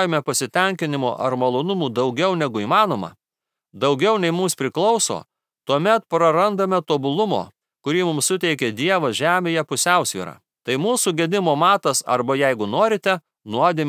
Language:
Lithuanian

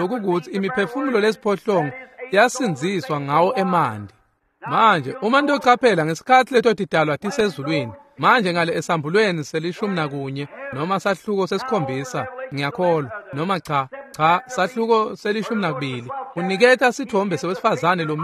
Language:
Swati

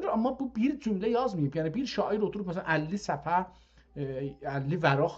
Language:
South Azerbaijani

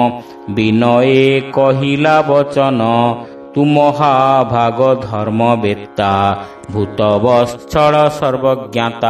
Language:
Odia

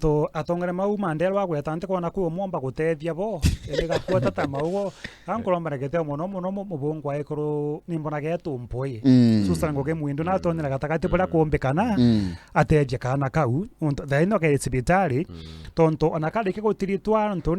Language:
Meru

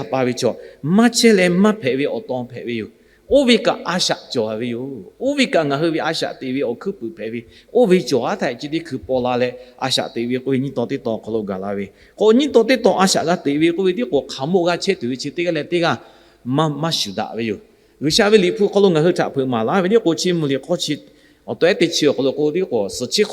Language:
Lahu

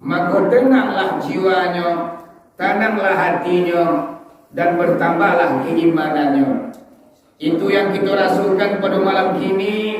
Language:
Minangkabau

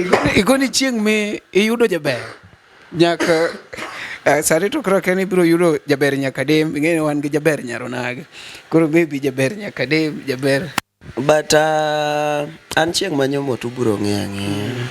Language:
Luo (Kenya and Tanzania)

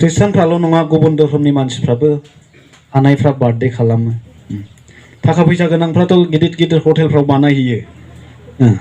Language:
Bodo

